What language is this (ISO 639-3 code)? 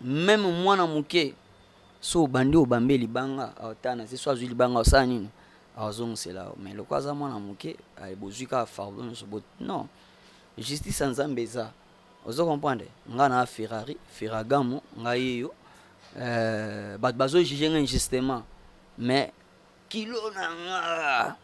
lin